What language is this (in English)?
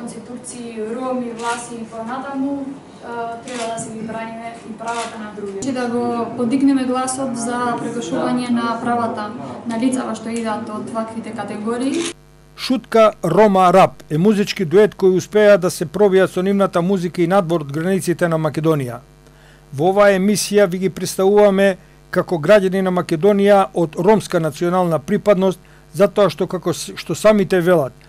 Macedonian